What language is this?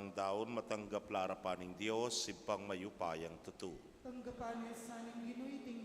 Pampanga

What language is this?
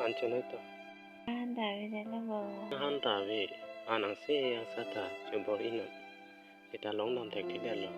Karbi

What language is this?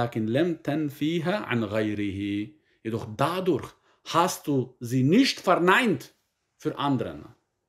German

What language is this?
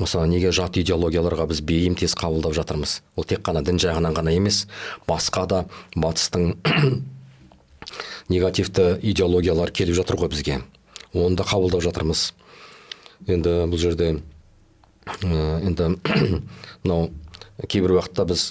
Kazakh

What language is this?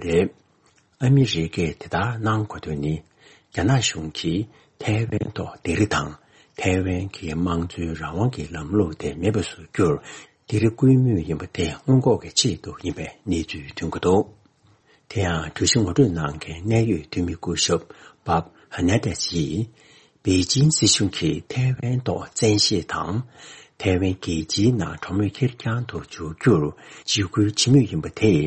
Tibetan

